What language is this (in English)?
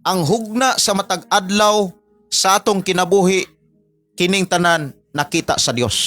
Cebuano